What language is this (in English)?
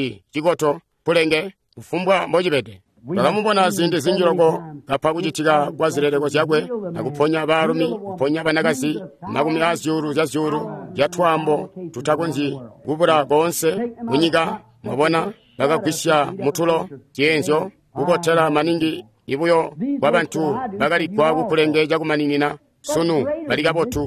Tonga (Zambia)